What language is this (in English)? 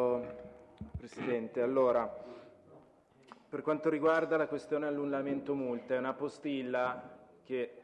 Italian